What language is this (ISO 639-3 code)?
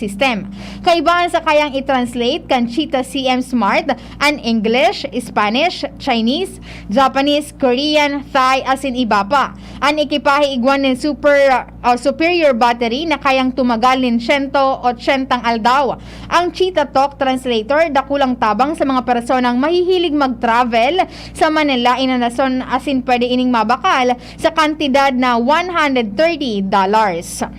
bik